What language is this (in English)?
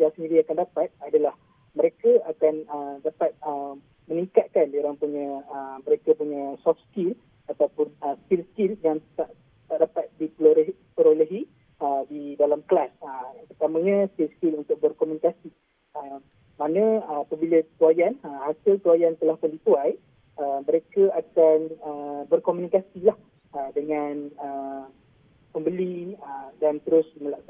Malay